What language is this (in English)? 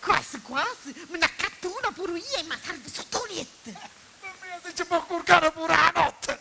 Sicilian